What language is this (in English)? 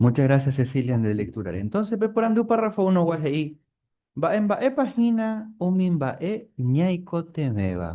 Guarani